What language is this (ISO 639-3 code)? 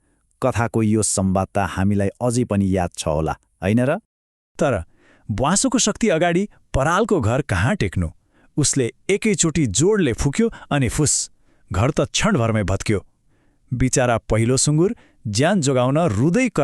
nep